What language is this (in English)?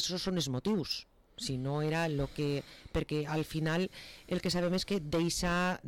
Catalan